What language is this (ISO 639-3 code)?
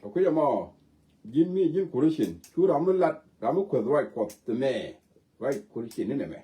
nus